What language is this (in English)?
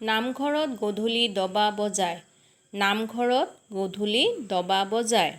Assamese